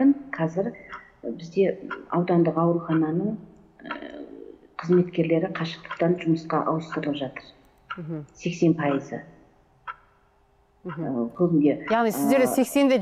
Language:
Kazakh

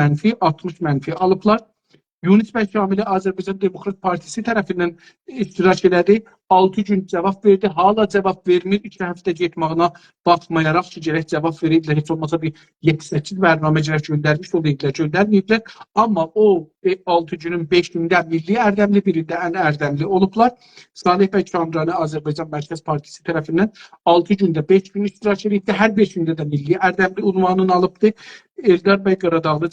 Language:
South Azerbaijani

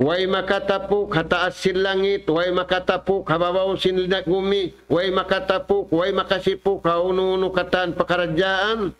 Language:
Tausug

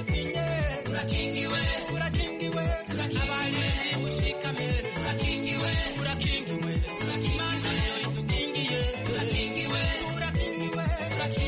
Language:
Kinyarwanda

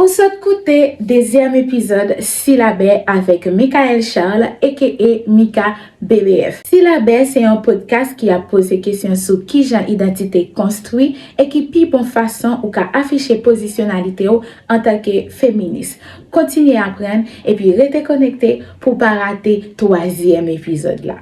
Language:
Haitian Creole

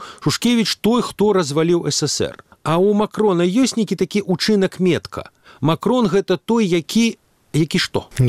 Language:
Belarusian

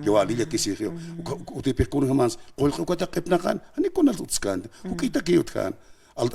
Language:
Aymara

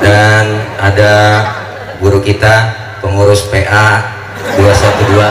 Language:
Betawi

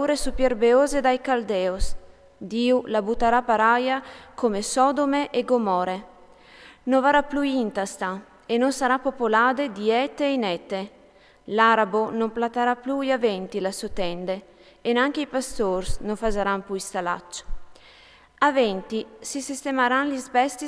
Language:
Friulian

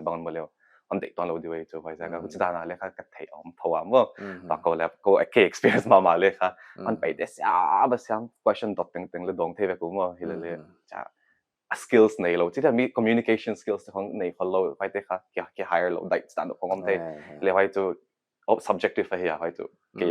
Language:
Paite Chin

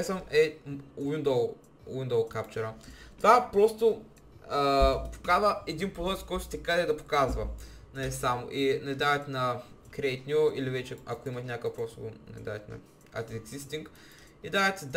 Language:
Bulgarian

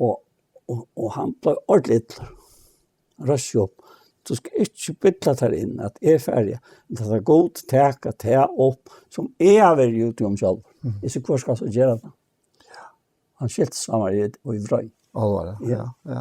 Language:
Faroese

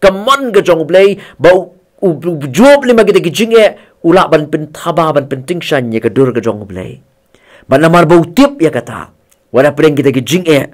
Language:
Khasi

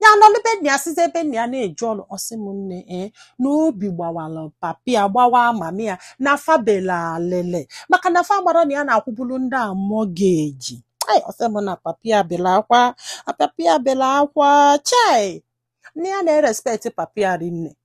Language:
Igbo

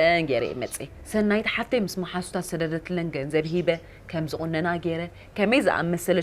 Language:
Tigrinya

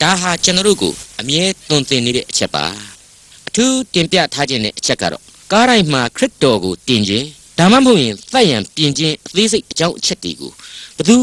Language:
Burmese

